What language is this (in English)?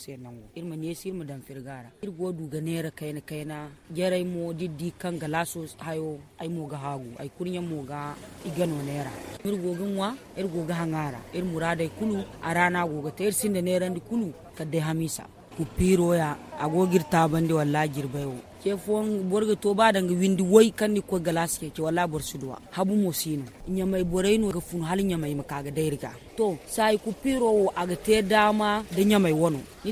Zarma